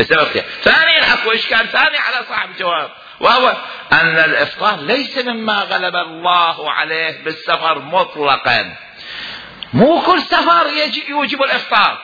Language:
Mesopotamian Arabic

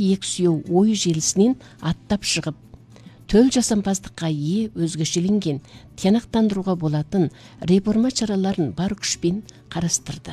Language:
Kazakh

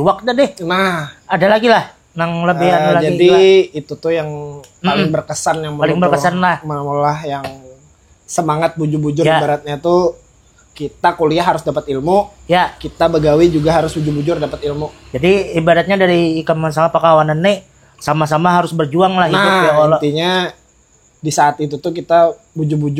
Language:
Banjar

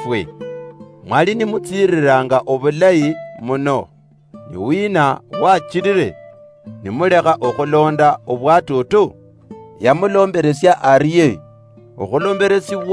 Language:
Luyia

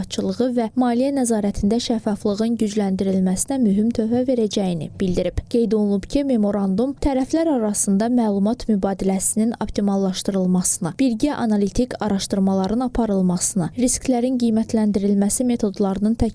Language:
Azerbaijani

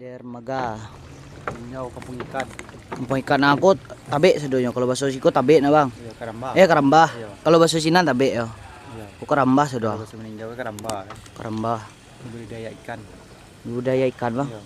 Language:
Minangkabau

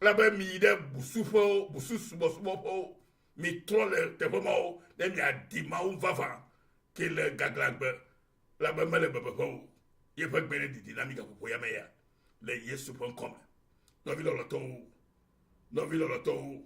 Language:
Ewe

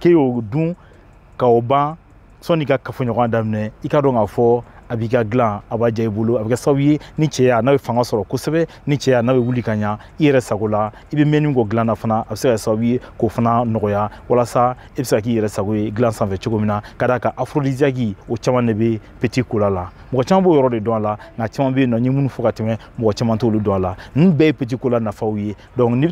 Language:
Bambara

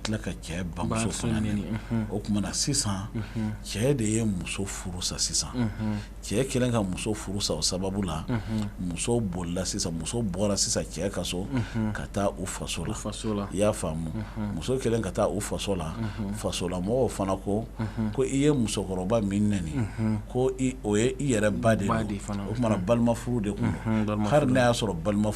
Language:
Bambara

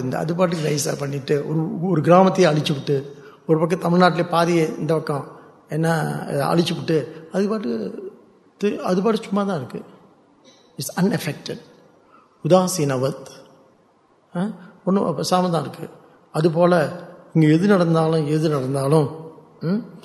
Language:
Tamil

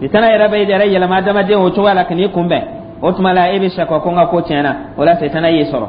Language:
Dyula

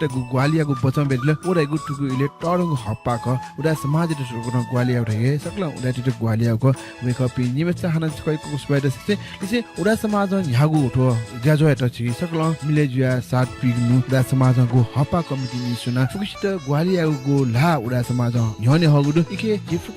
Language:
Newari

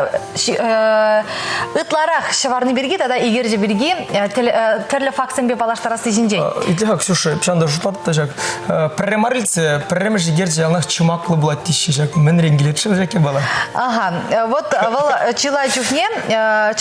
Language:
Chuvash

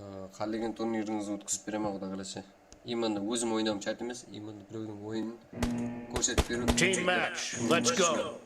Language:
Kara-Kalpak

